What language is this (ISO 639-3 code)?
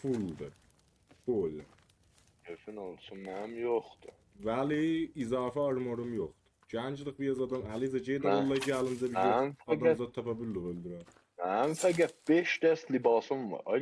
azb